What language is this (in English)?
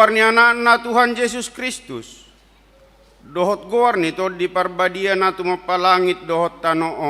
Batak Toba